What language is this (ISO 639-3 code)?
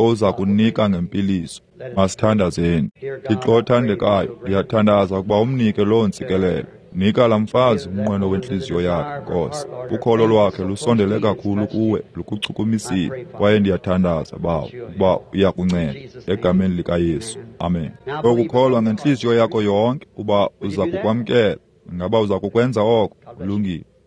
xho